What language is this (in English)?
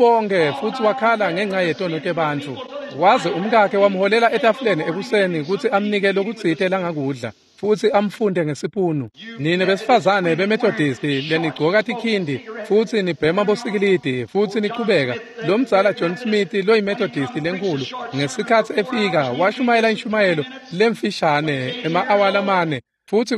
Swati